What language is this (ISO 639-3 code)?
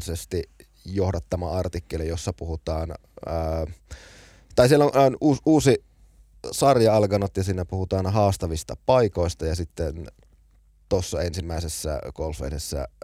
fin